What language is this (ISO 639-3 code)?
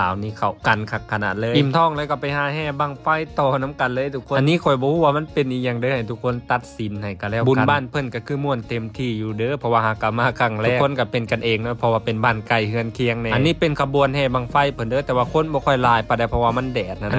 lao